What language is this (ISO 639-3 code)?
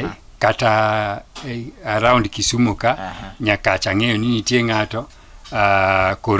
luo